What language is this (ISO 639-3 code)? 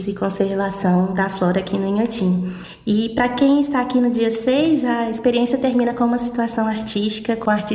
por